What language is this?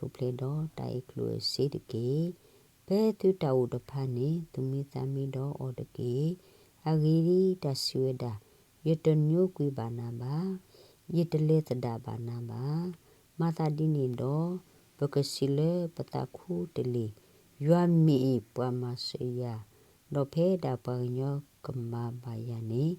S'gaw Karen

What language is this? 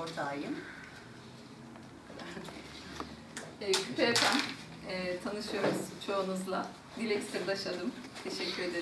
Turkish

